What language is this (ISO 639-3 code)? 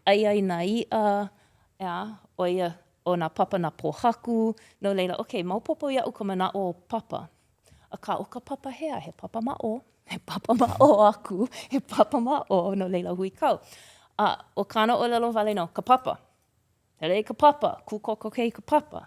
haw